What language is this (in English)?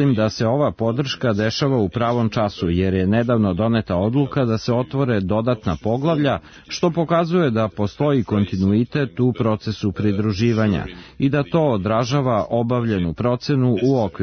Serbian